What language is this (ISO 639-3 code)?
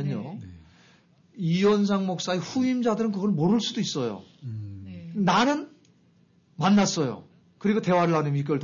kor